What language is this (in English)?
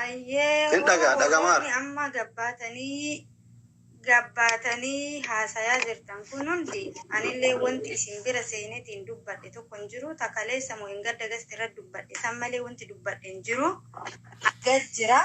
Oromo